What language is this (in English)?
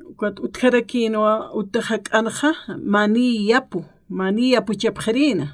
Aymara